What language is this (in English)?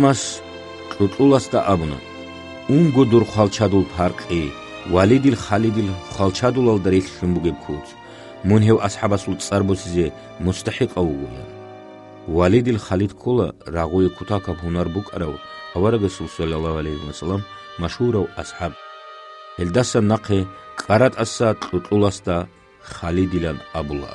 Avaric